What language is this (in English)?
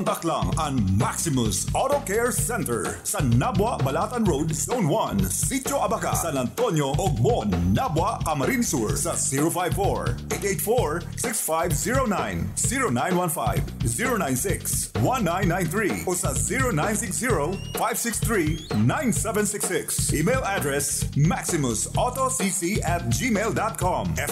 Bikol